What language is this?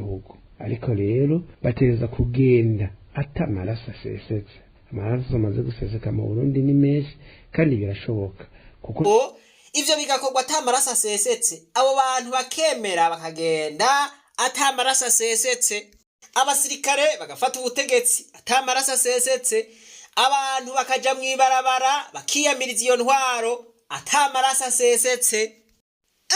Rundi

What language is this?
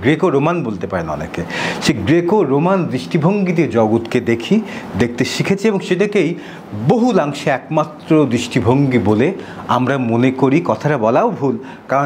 Bangla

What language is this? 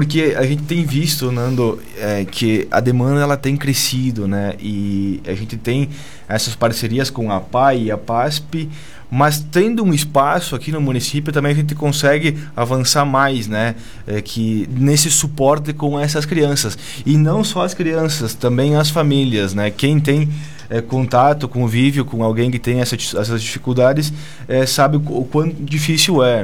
Portuguese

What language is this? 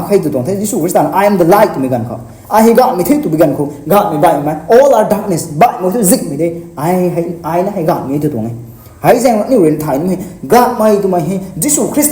Rongmei Naga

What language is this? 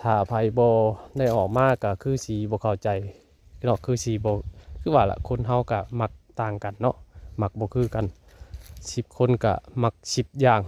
Northeastern Thai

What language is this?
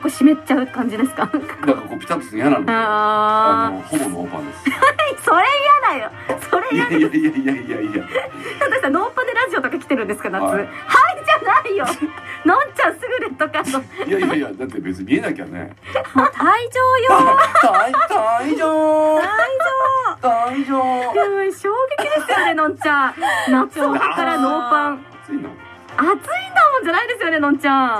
Japanese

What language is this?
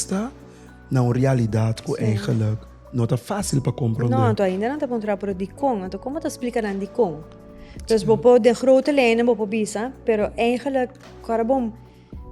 Papiamento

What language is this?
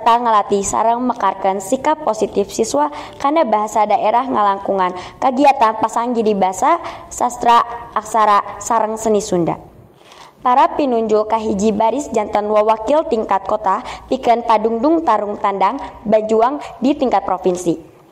Sundanese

